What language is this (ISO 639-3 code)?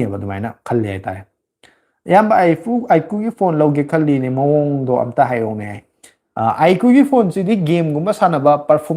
mni